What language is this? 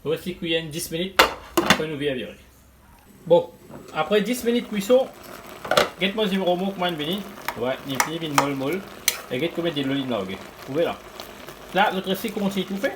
Morisyen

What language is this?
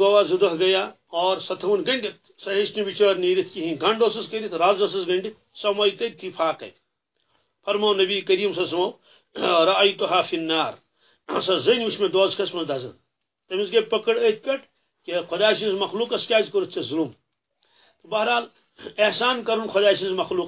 Kashmiri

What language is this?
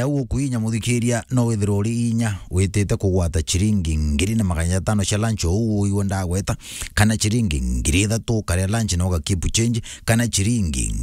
Meru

